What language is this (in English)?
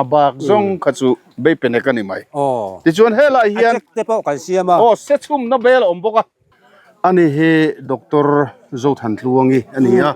Mizo